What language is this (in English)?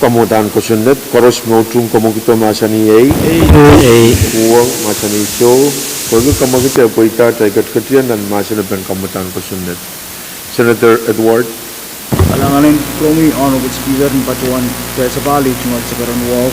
Pohnpeian